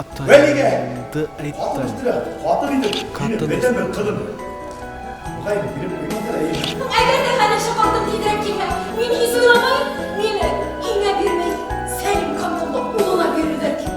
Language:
Bashkir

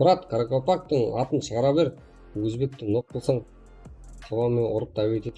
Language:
Kara-Kalpak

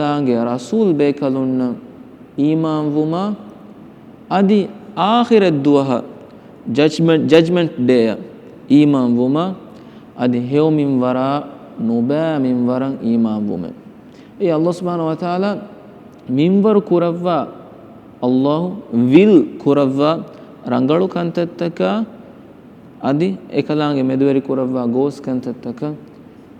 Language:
Divehi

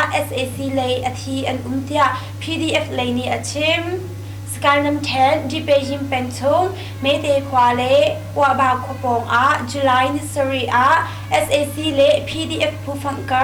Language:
Hakha Chin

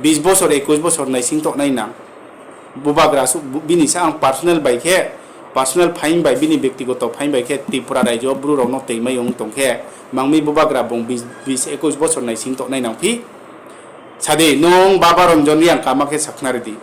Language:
Riang (India)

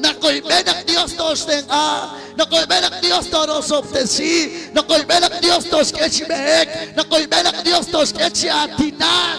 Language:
Kekchí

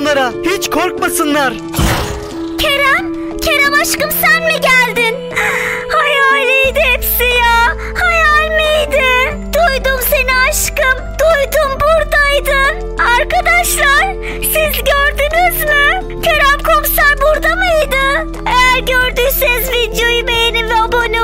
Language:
Turkish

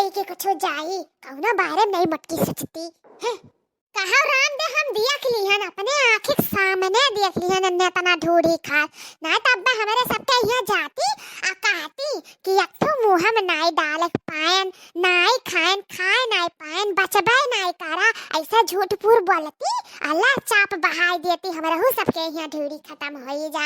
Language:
Awadhi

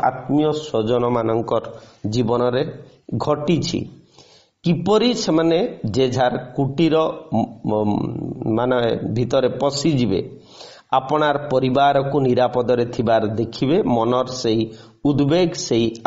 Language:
Odia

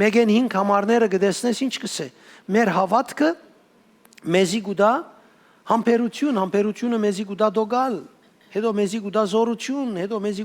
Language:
Western Armenian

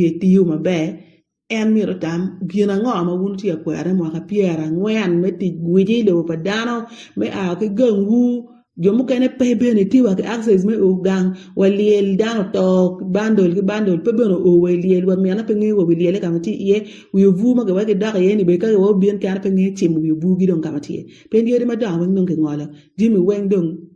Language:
Acoli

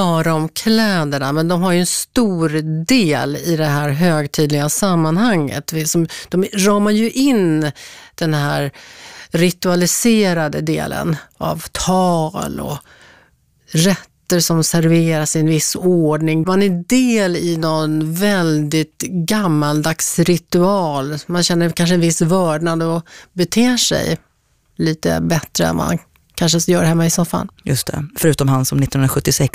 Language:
Swedish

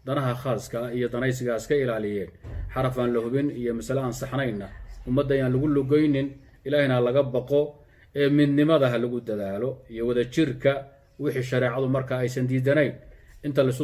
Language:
Somali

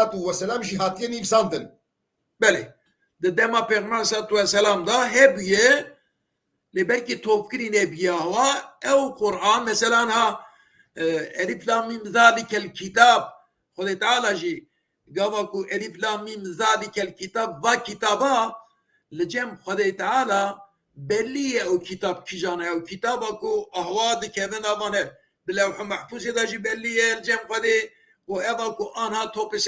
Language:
Kurdish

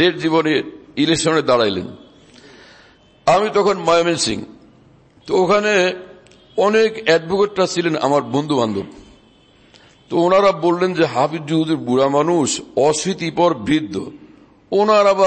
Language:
Bangla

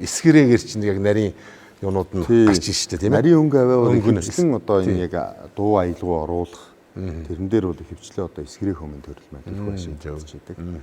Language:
Mongolian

